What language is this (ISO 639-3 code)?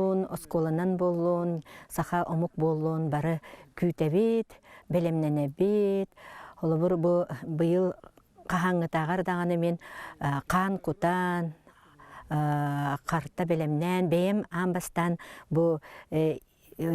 sah